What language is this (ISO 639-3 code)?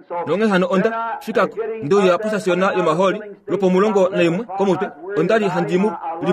kua